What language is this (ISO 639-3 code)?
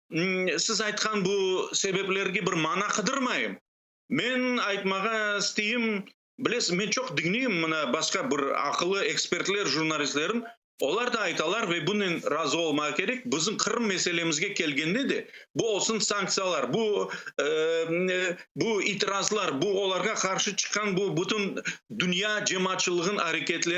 crh